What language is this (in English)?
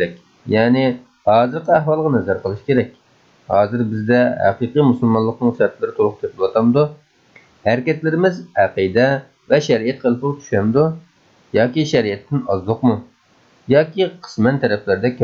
Uyghur